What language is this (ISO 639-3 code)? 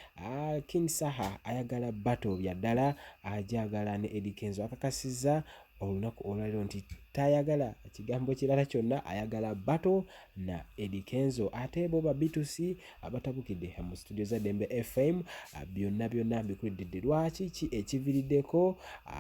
lug